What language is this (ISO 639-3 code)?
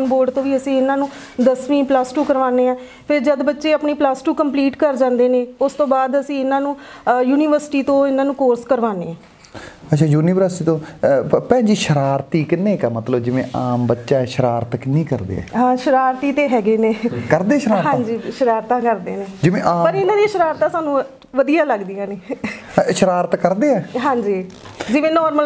pan